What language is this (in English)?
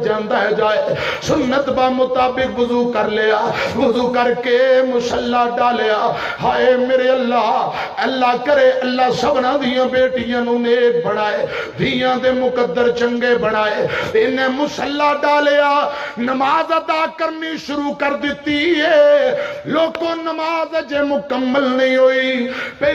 Western Panjabi